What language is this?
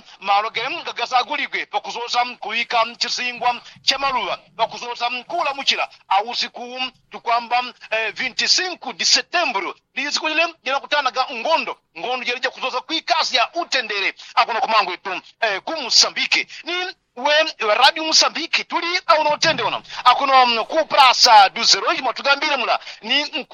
Yao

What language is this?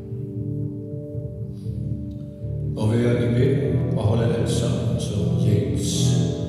Danish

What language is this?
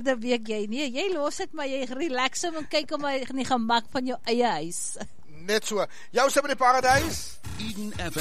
Afrikaans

